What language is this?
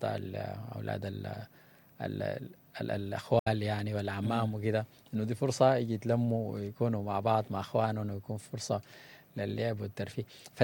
Sudanese Arabic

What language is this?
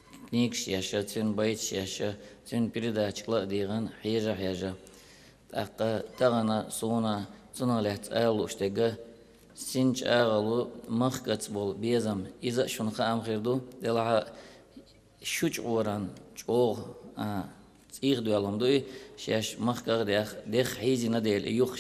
Chechen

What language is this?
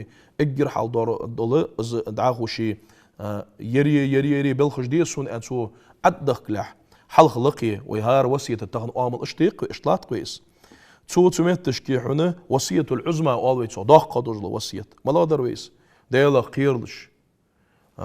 Ingush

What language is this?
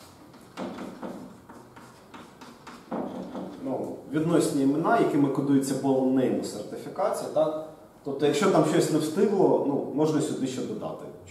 Ukrainian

